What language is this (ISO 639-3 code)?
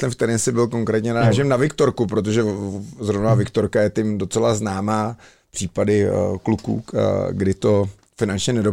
ces